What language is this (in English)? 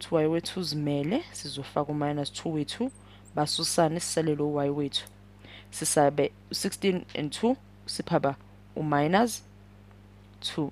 Zulu